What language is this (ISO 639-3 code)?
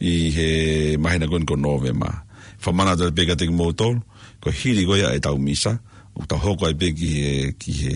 ton